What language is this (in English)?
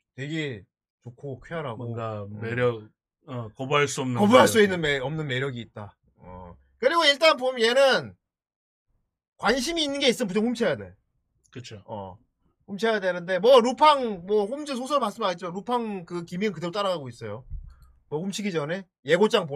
Korean